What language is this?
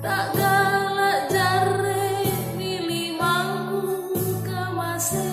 Makasar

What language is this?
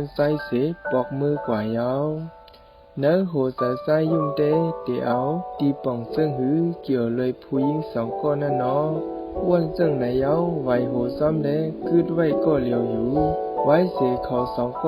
Shan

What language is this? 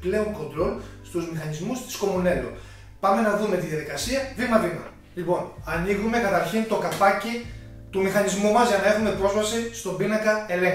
Greek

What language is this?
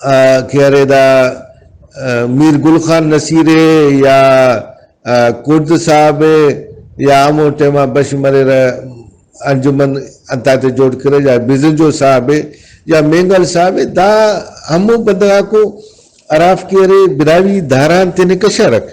Brahui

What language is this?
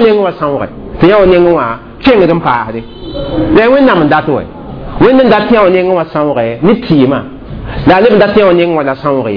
Mossi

